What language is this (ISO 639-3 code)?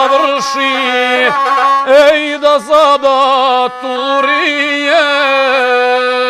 hrv